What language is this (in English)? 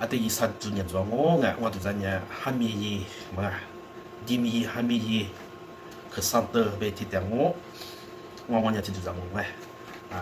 Lisu